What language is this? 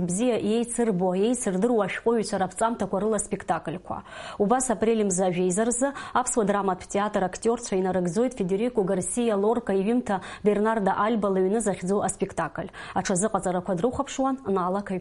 Abkhazian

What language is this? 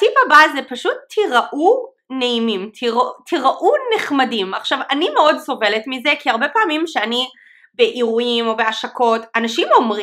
Hebrew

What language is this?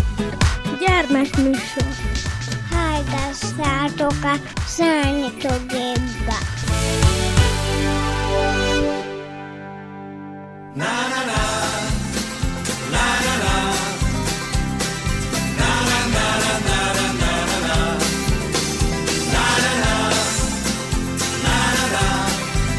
Hungarian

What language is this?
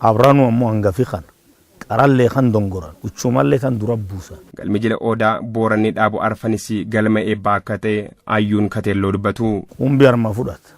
Oromo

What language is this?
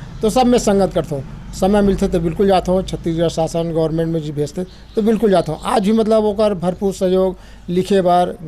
Chhattisgarhi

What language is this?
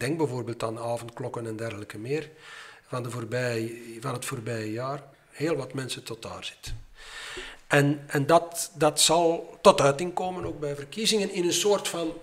Dutch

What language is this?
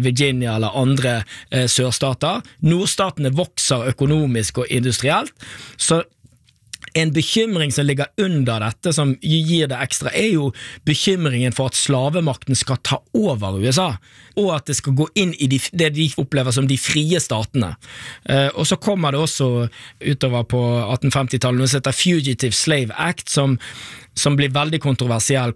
Norwegian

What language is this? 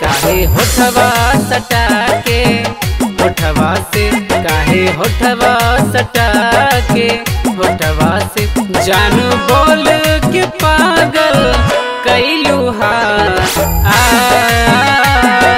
Bhojpuri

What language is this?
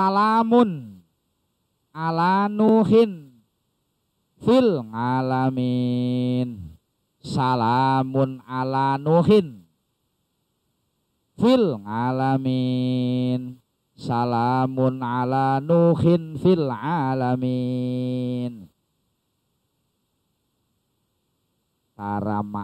Javanese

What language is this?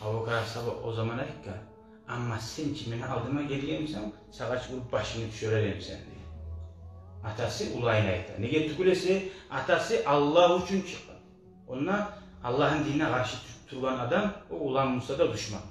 Kumyk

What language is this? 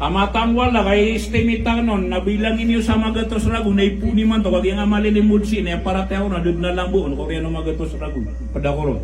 Maranao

